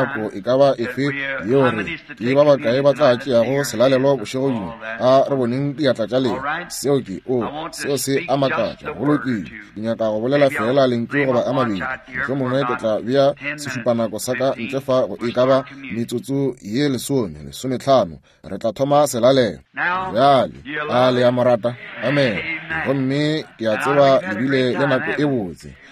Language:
Northern Sotho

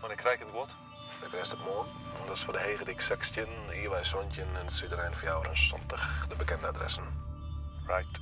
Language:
Western Frisian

